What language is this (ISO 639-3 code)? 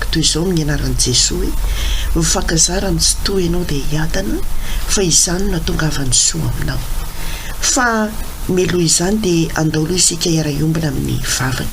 mlg